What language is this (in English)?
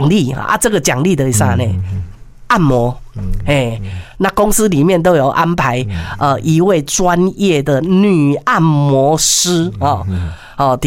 Chinese